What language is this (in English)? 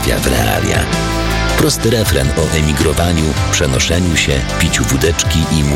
Polish